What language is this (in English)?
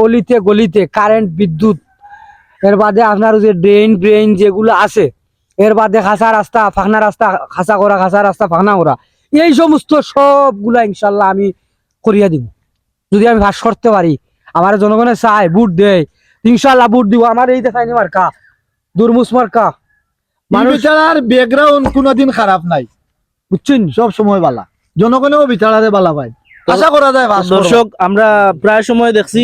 Sylheti